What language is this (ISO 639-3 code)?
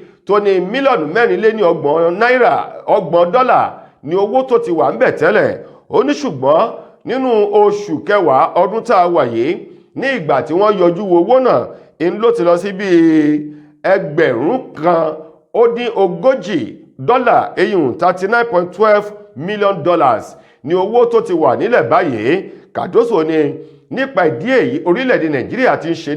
yor